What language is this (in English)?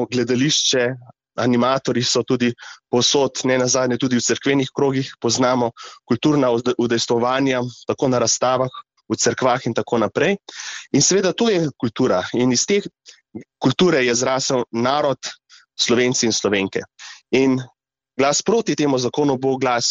Slovenian